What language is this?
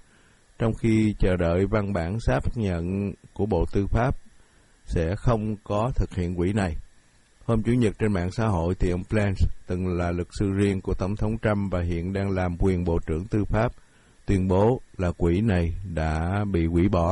Vietnamese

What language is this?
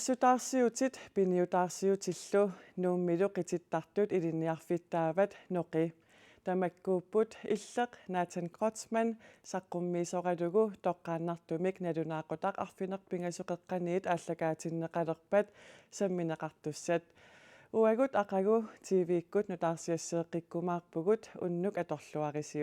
Kalaallisut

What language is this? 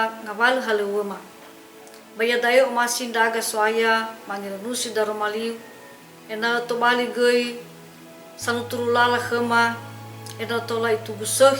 Nias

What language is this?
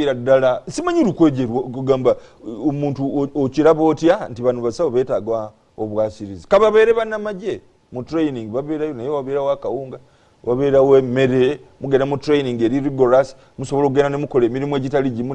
Ganda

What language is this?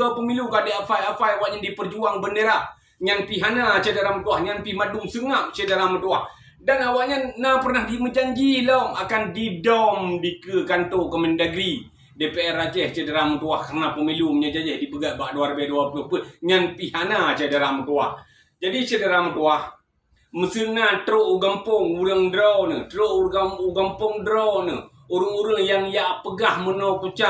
Achinese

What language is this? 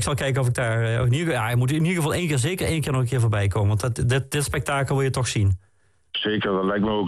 Dutch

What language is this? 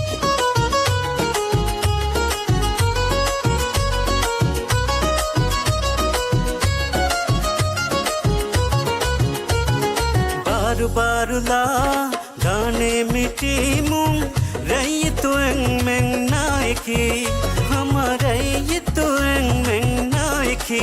Divehi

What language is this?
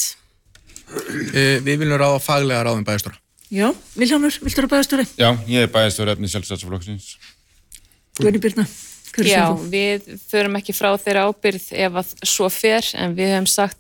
Icelandic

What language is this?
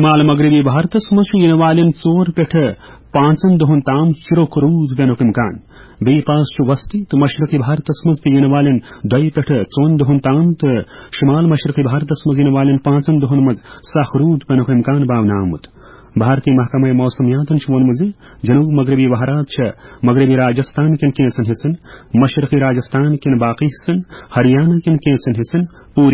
Kashmiri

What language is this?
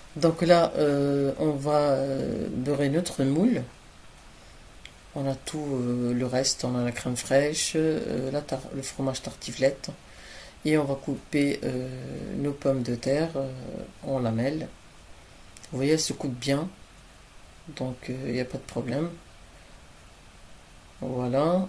French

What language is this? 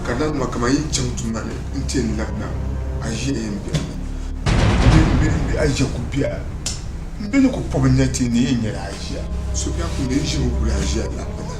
Dagbani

